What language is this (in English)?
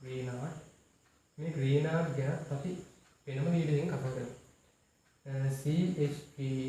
Sinhala